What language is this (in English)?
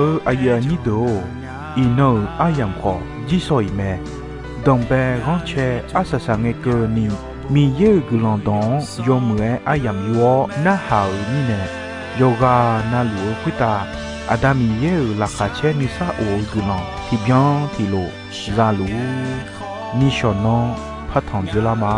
Akha